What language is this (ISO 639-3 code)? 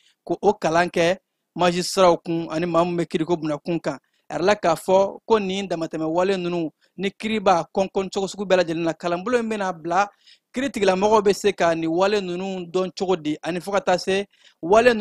bam